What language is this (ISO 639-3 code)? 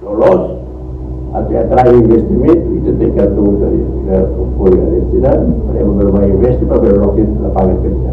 tet